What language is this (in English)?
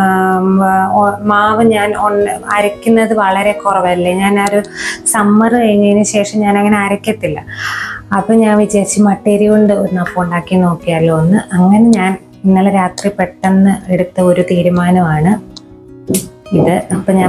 Malayalam